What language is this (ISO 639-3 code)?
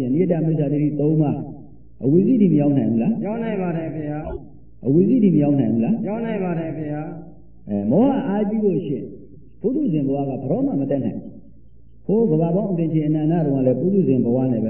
mya